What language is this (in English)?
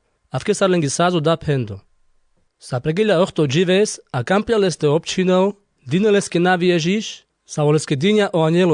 Carpathian Romani